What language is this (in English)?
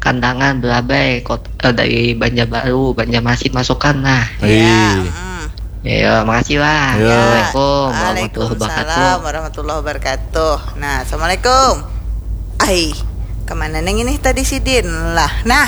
Banjar